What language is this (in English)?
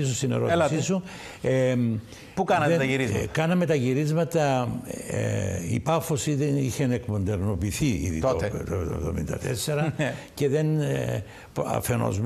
Greek